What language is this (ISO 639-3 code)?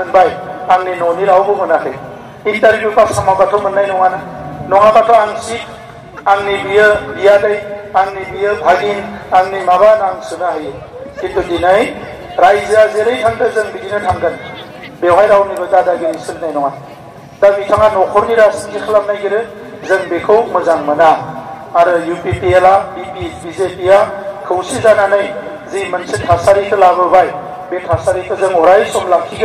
brx